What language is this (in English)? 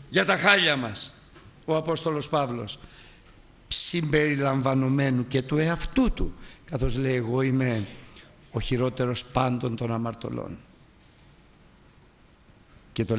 Greek